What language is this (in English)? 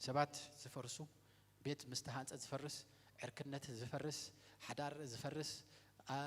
Tigrinya